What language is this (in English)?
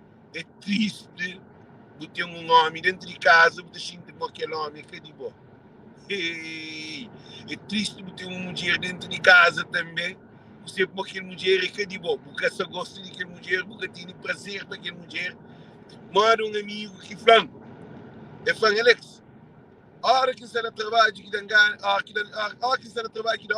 Kabuverdianu